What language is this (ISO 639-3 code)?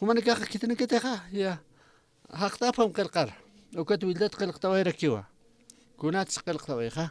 aym